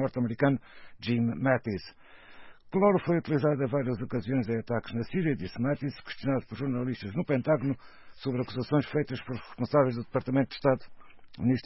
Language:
Portuguese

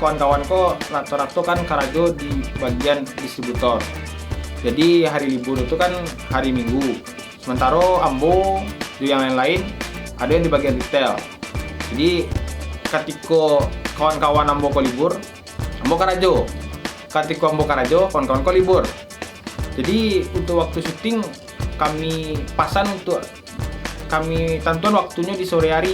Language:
Minangkabau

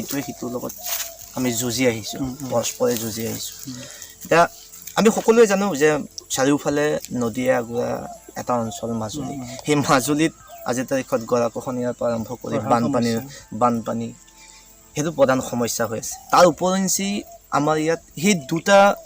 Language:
Assamese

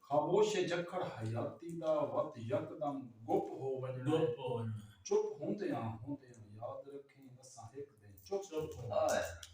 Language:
Saraiki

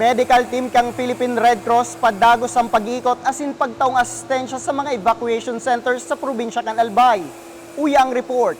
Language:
Bikol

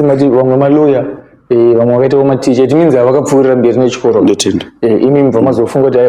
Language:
Shona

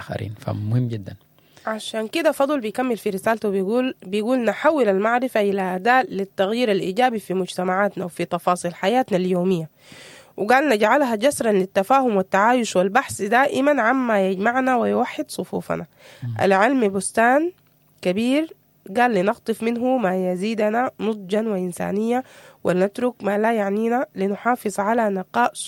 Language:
Sudanese Arabic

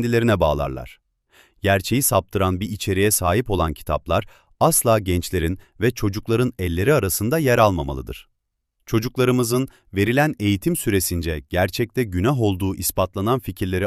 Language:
Turkish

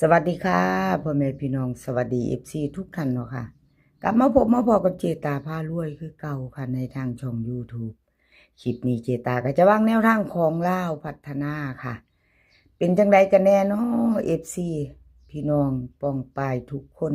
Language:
Northeastern Thai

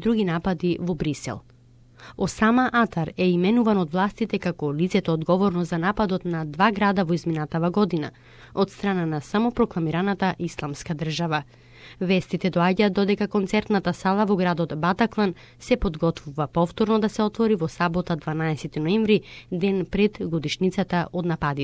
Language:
Macedonian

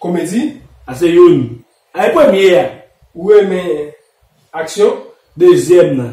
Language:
Haitian Creole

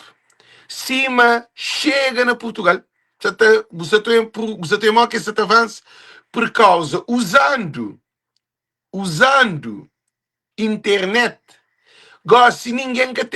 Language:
Kabuverdianu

